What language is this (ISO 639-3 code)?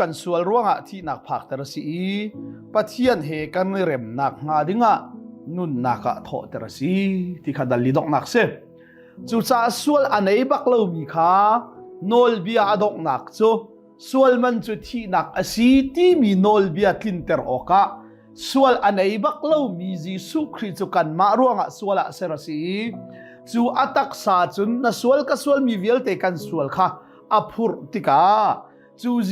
cnh